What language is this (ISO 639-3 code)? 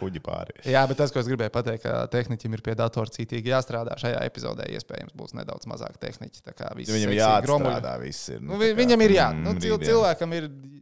lav